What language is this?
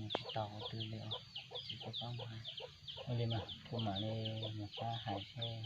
Hmong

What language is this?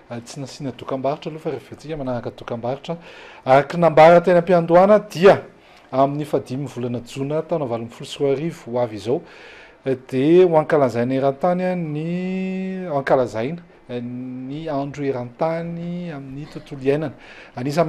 Malagasy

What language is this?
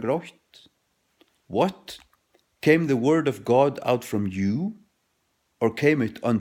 Faroese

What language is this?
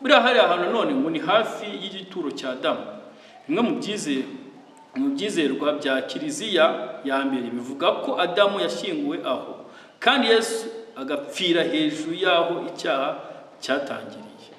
Kinyarwanda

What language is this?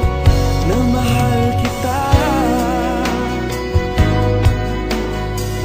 Filipino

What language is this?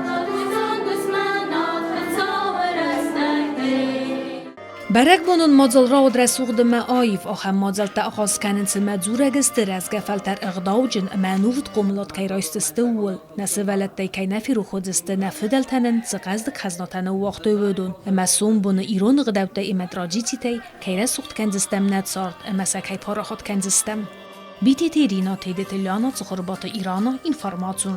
Ossetic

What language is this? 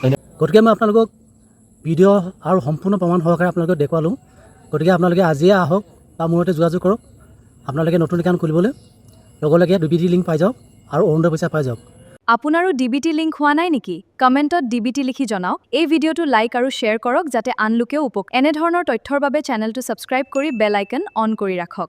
Assamese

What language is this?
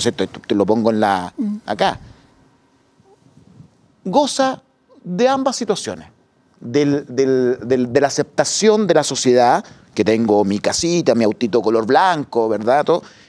Spanish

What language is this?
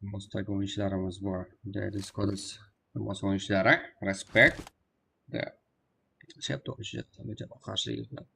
Kara-Kalpak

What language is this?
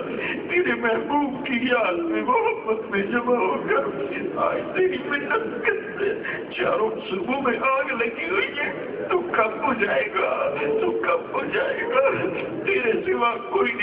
Urdu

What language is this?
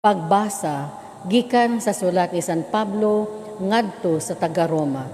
Cebuano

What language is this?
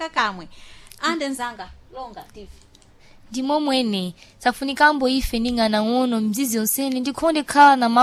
Sena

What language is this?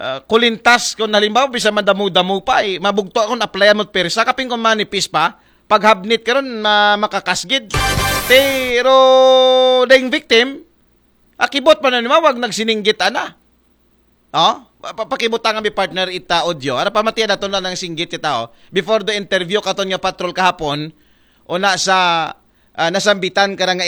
Aklanon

